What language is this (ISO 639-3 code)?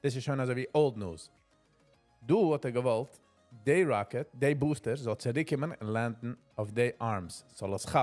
yid